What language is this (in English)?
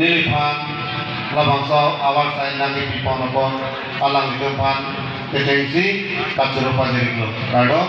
Karbi